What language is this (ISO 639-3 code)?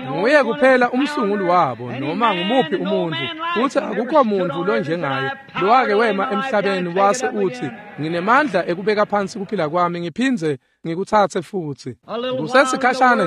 ssw